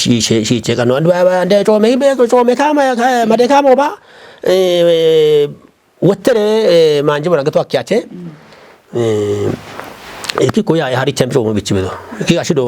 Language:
Kafa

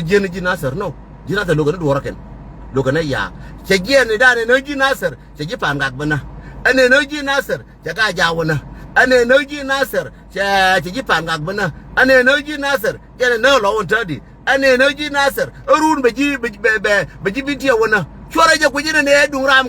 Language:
Nuer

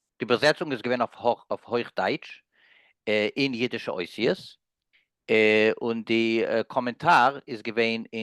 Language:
Yiddish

